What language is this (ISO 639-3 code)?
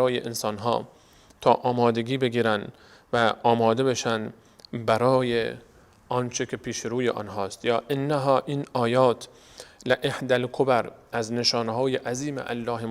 fas